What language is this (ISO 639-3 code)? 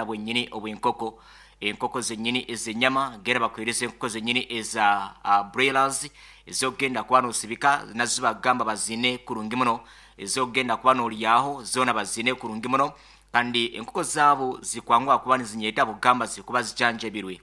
nyo